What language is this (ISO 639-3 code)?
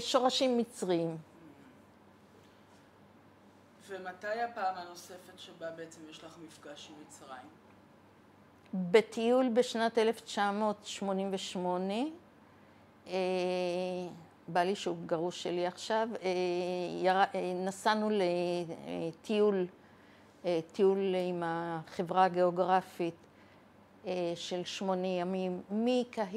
heb